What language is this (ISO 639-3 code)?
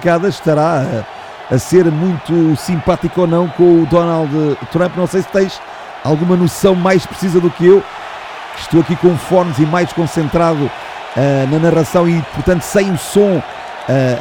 por